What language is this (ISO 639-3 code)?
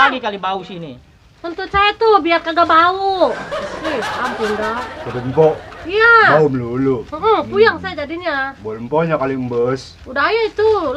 bew